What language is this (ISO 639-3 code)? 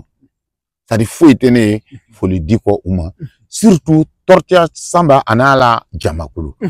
bam